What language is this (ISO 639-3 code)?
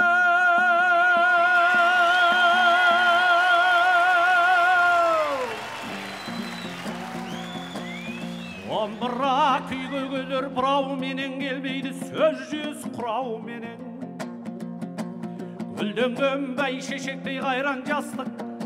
kaz